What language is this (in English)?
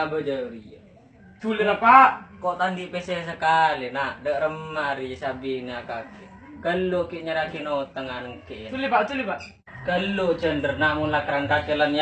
Madurese